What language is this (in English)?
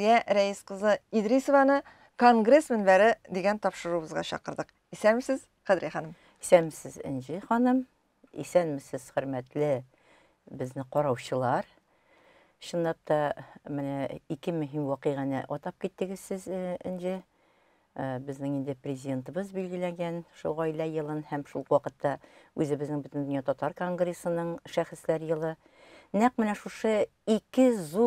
Tatar